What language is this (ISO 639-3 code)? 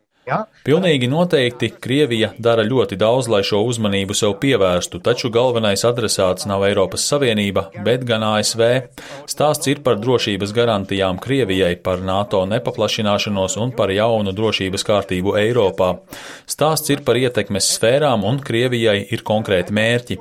lav